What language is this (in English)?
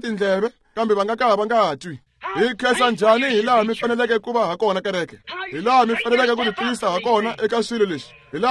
Tsonga